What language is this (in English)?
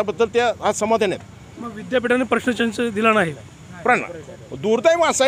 Marathi